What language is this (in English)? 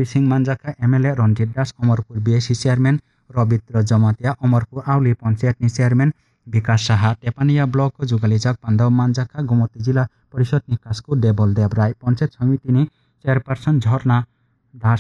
Kok Borok